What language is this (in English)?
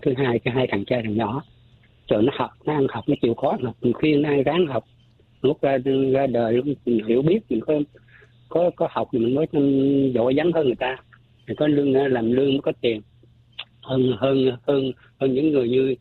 Vietnamese